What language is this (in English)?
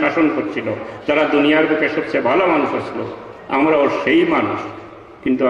Sylheti